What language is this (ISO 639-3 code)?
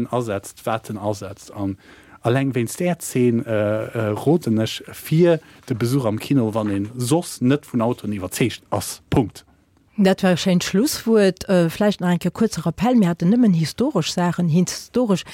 ltz